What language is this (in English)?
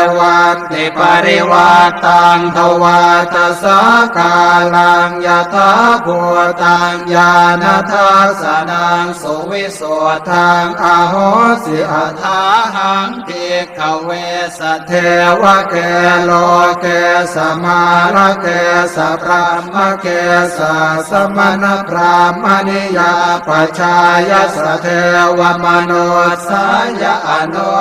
Pali